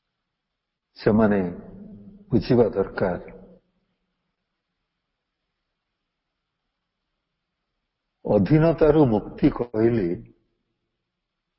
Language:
Odia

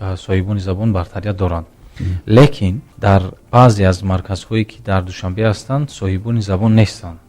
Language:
Tajik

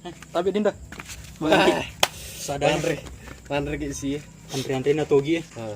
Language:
Buginese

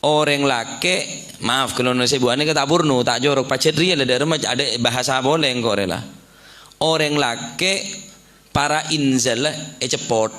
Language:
Madurese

